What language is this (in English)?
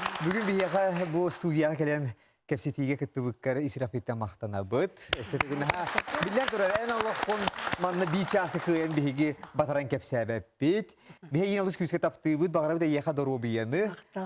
Yakut